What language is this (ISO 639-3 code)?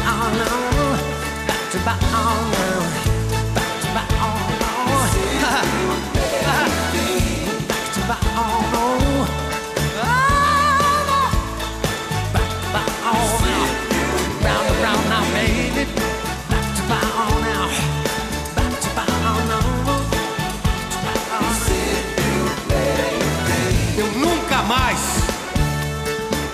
por